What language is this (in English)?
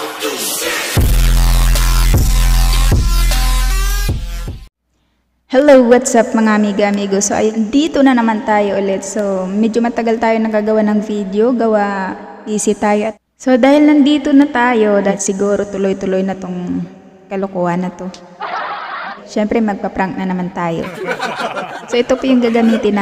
Filipino